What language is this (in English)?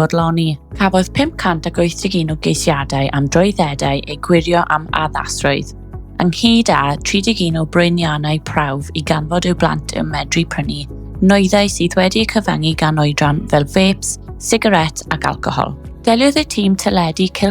Welsh